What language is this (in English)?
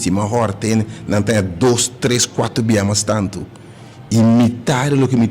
Papiamento